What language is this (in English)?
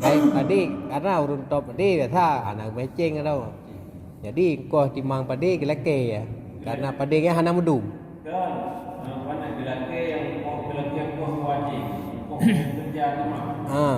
Achinese